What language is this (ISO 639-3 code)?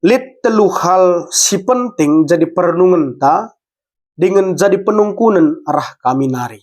btx